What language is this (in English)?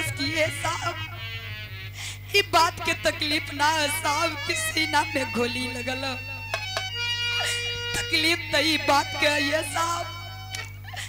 Bhojpuri